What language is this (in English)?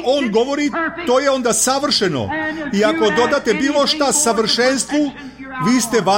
Serbian